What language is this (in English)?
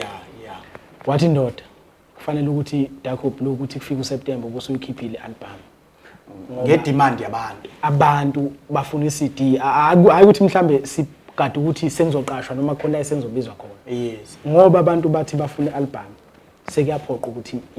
Zulu